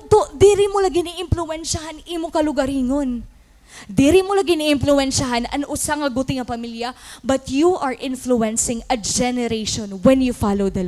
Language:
Waray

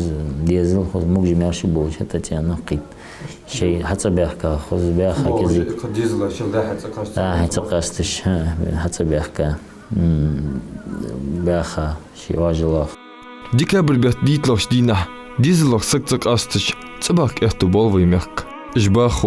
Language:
Ingush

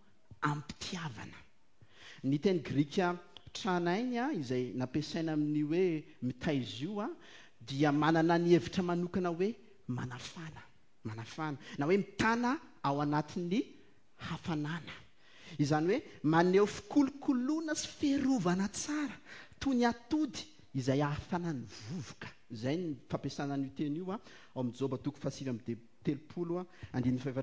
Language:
Malagasy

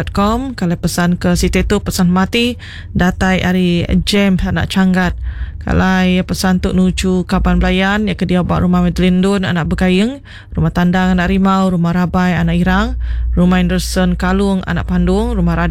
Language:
Iban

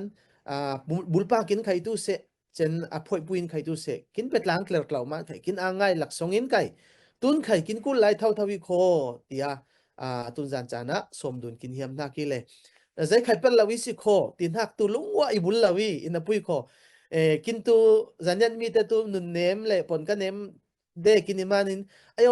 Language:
Falam Chin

